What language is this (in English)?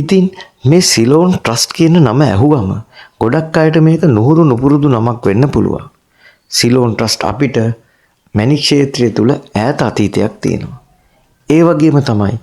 Sinhala